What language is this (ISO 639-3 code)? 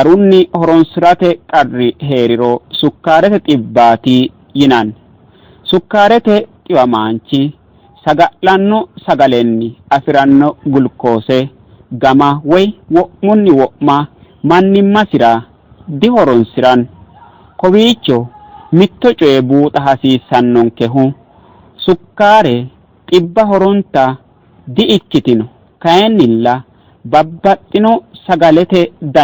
sid